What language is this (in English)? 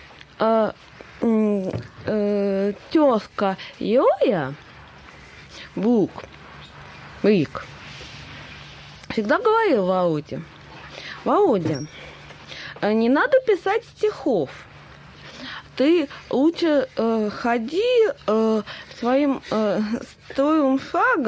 Russian